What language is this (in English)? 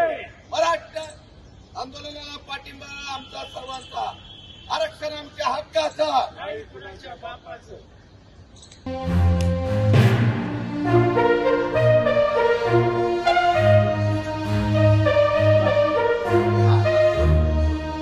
Marathi